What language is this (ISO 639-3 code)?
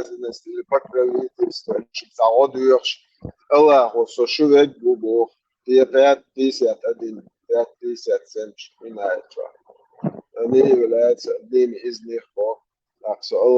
che